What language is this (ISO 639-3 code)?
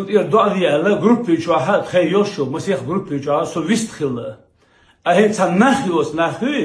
che